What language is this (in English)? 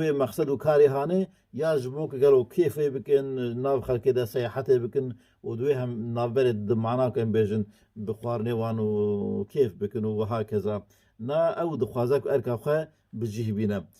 Kurdish